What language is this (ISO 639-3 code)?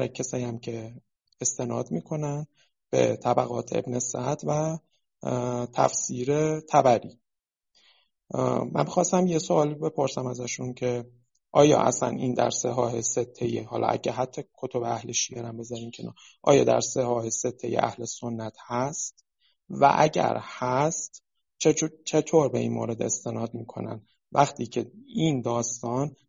fas